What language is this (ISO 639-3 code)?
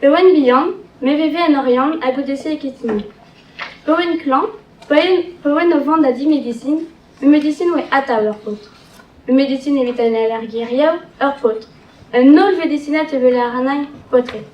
bre